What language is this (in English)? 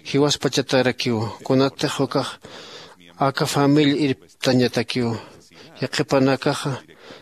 Aymara